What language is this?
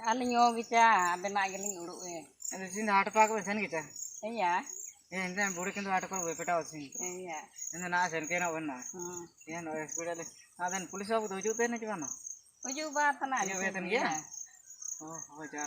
Ho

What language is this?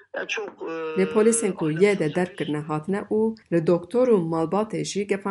Kurdish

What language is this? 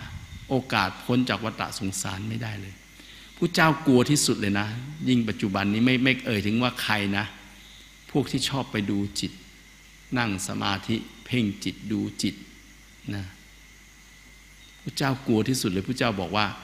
Thai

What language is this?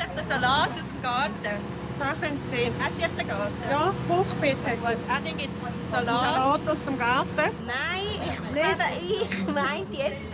Swiss German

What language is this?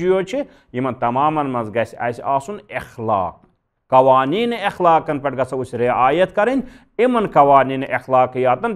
Kashmiri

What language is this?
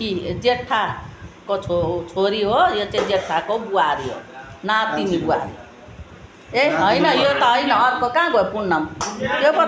Nepali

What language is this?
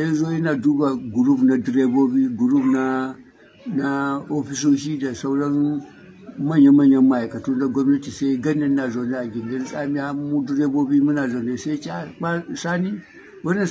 Hausa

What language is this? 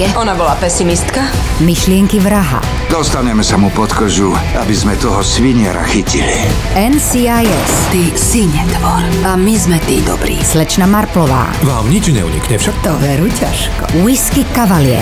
Slovak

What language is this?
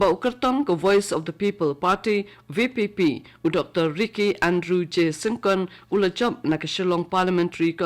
Khasi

